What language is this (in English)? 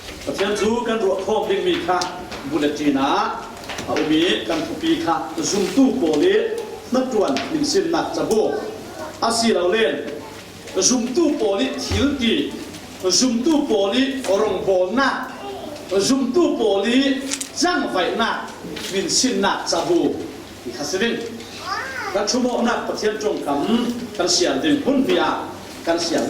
Falam Chin